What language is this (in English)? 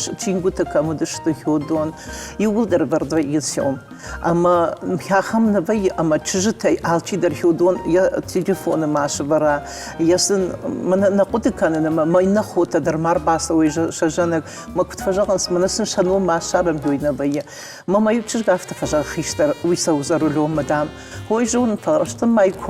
Ossetic